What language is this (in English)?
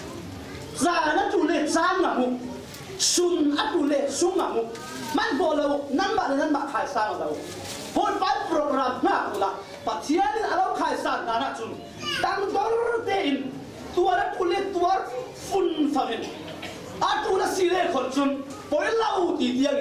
Falam Chin